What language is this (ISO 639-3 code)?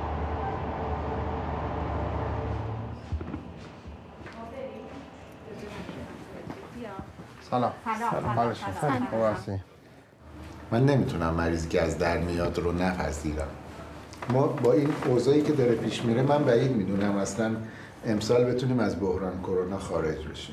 fas